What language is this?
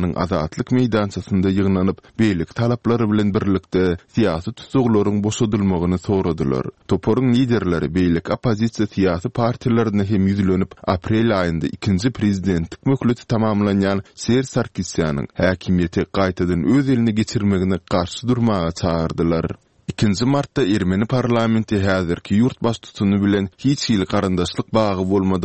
Turkmen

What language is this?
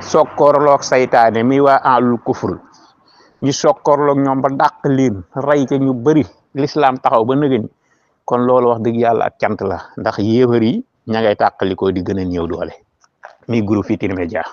Wolof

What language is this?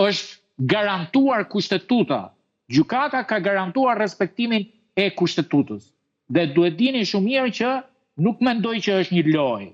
Albanian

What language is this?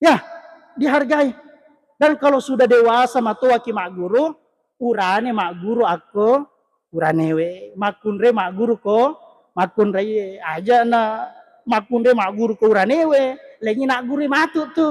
Buginese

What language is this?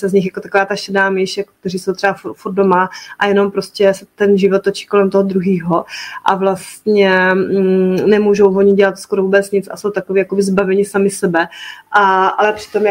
Czech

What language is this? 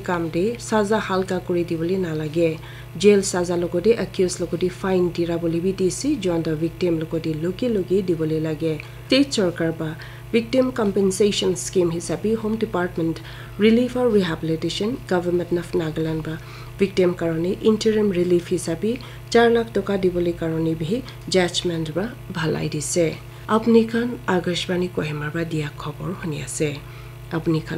Naga Pidgin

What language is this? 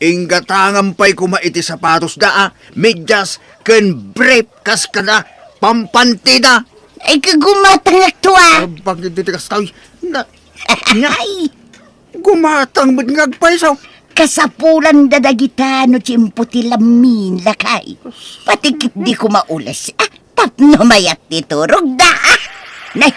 Iloko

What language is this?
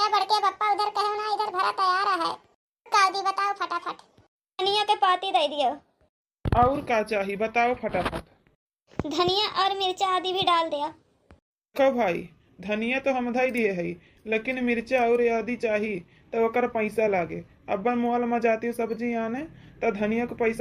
Awadhi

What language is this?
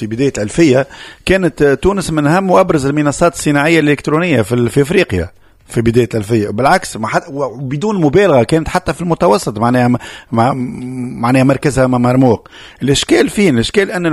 Tunisian Arabic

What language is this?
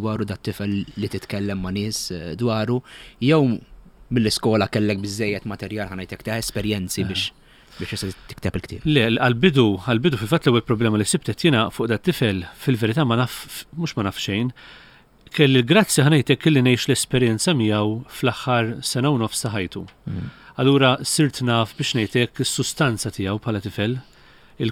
Maltese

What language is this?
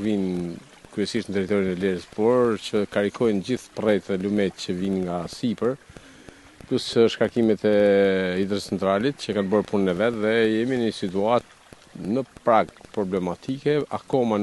Albanian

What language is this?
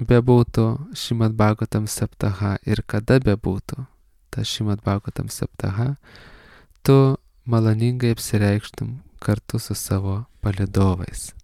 Lithuanian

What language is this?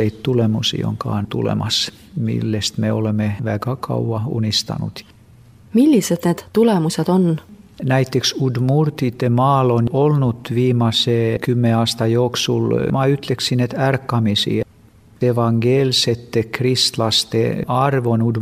Estonian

